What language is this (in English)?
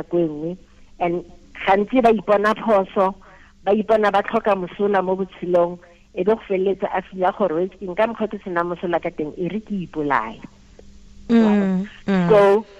Tswana